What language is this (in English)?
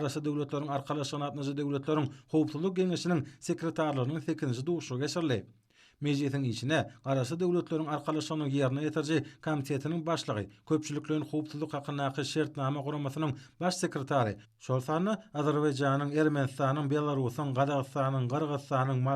Turkmen